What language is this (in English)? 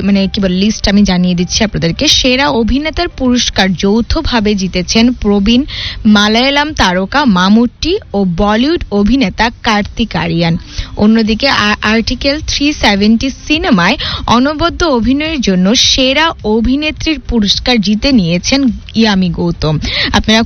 Bangla